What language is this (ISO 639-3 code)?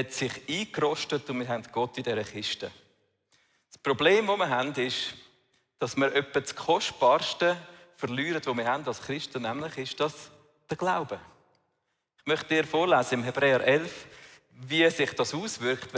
gsw